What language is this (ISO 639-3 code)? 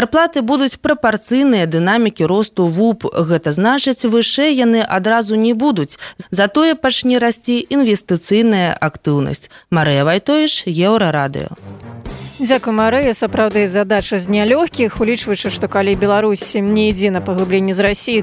bel